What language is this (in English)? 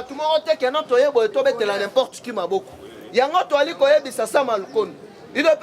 Lingala